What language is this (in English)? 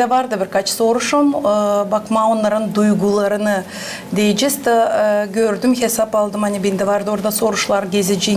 Gagauz